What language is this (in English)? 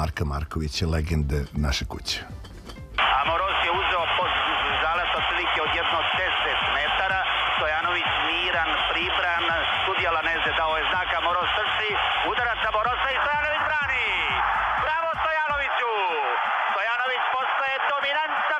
Serbian